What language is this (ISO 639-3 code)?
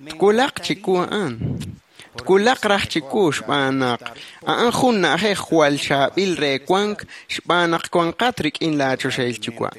kek